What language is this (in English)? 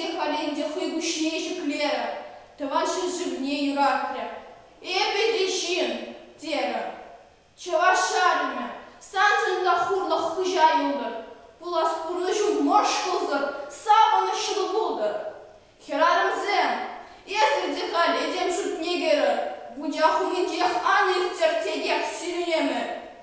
Chuvash